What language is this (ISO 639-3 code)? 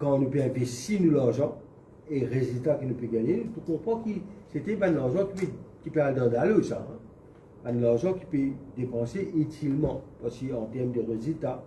mfe